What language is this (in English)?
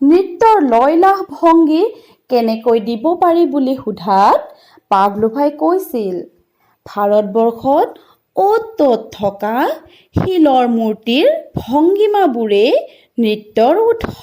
Assamese